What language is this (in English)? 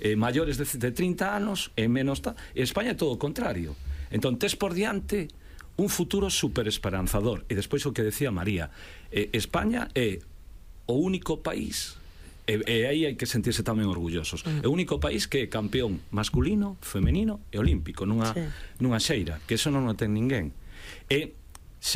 Galician